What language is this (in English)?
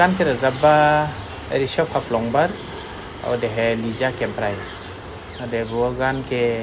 Dimasa